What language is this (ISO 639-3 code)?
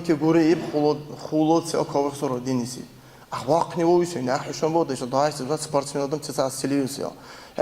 dar